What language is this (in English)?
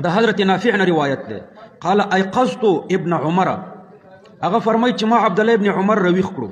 Pashto